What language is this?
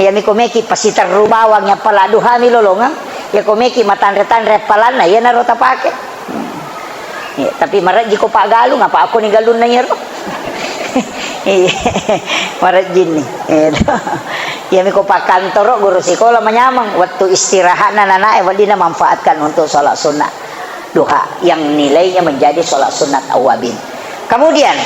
Buginese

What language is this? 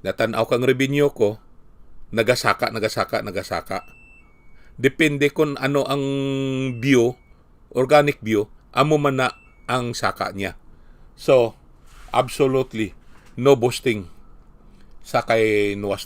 Hiligaynon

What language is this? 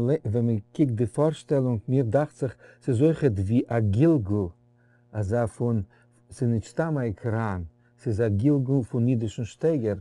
Yiddish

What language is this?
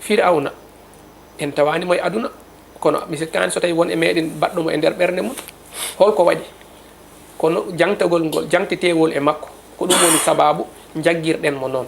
Fula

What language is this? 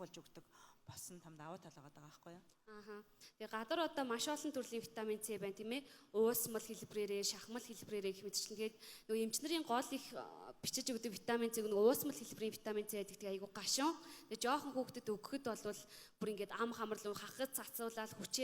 Mongolian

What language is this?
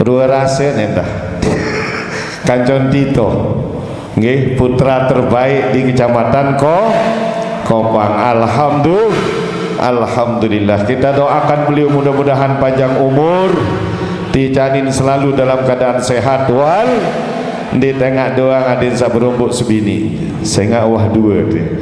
Sasak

